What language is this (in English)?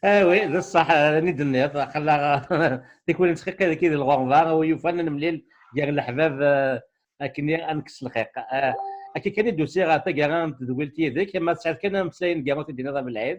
Kabyle